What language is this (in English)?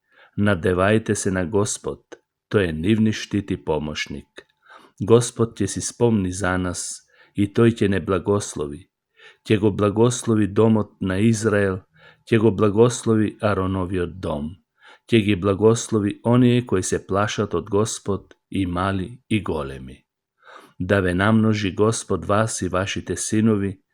Macedonian